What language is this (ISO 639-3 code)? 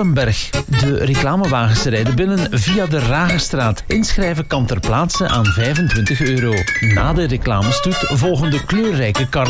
nld